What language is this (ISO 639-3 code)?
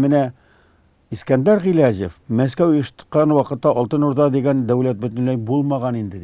tat